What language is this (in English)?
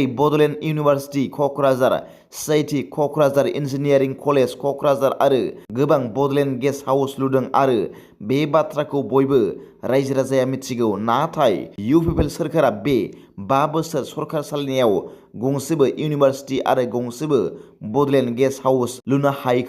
Bodo